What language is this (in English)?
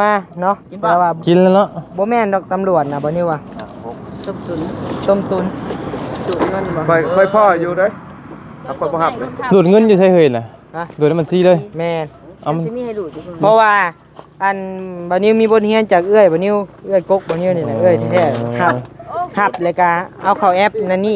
Lao